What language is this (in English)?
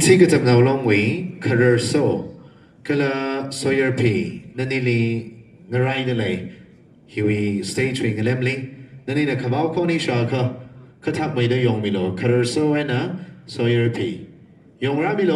Tangkhul Naga (India)